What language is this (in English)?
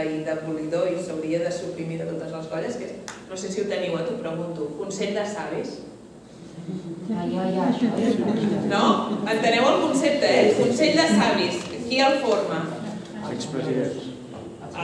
Catalan